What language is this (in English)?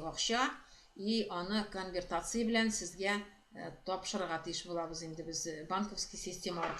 Tatar